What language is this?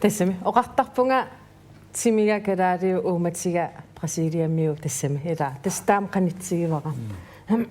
Kalaallisut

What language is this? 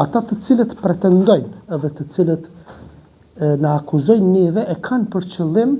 Albanian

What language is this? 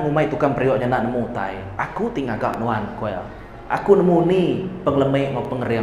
Iban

